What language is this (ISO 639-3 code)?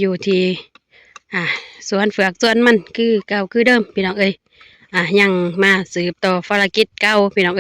lao